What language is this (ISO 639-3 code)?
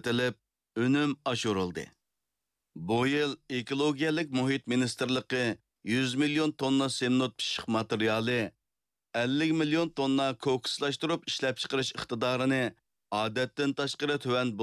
uig